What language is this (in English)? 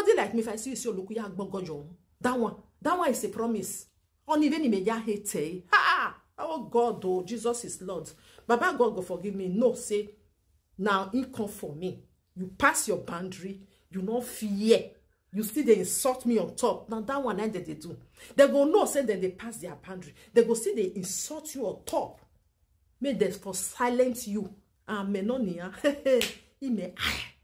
Nigerian Pidgin